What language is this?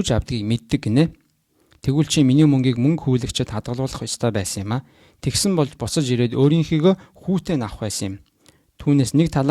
Mongolian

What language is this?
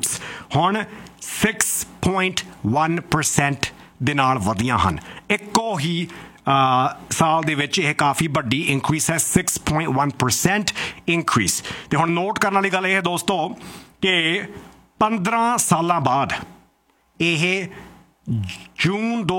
Punjabi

